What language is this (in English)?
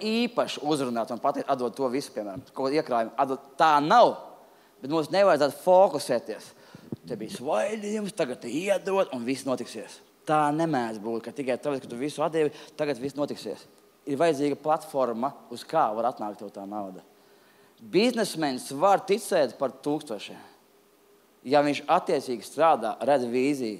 Latvian